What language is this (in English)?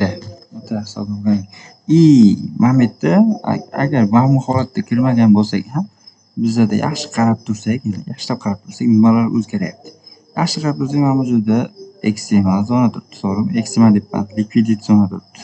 Uzbek